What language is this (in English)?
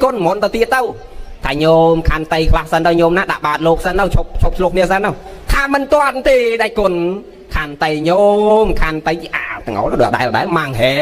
Khmer